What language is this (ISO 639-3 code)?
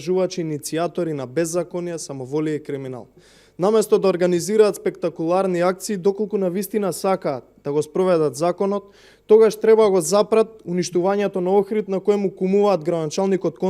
mkd